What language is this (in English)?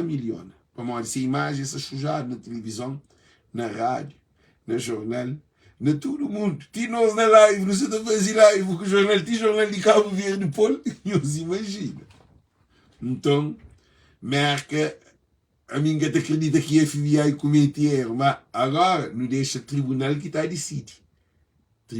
Kabuverdianu